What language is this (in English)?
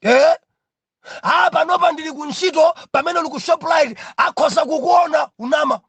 Nyanja